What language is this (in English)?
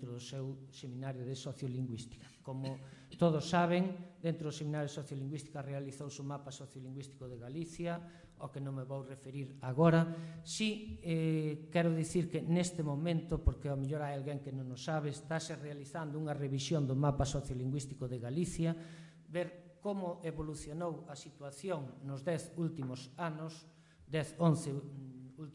Galician